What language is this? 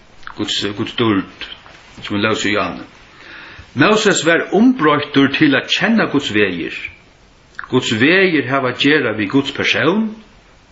Faroese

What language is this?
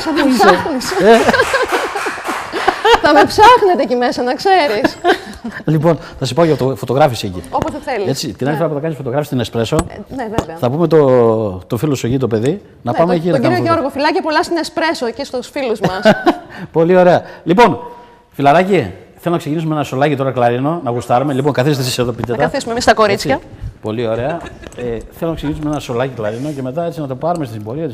Greek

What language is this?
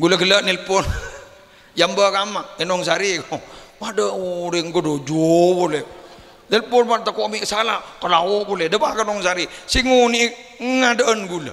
Madurese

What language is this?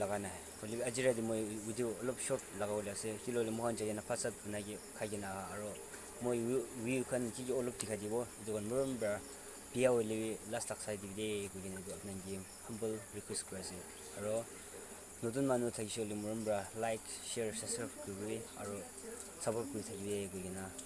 Naga Pidgin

